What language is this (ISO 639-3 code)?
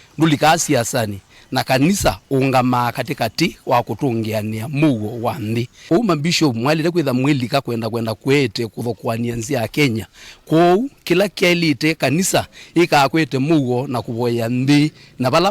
kam